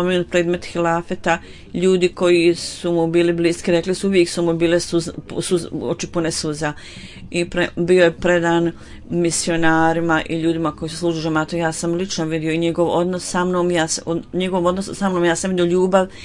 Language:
Bosnian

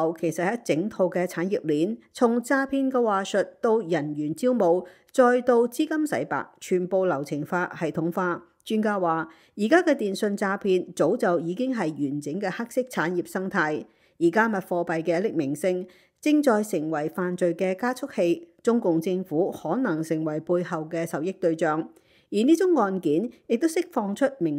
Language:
Cantonese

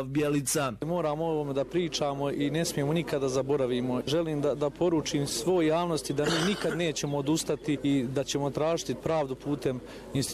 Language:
Bosnian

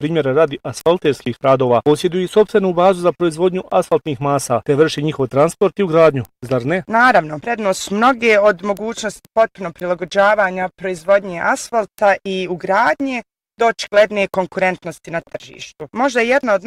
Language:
Bosnian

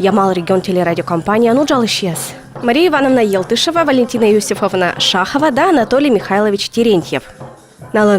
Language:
Komi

